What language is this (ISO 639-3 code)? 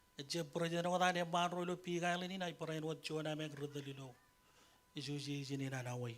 mah